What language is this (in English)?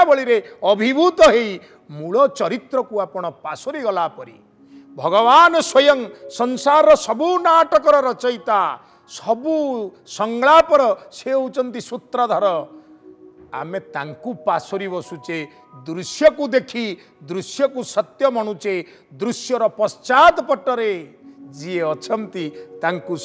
Odia